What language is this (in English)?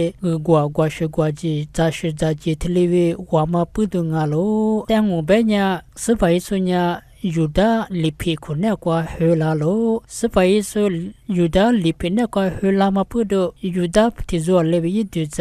Lisu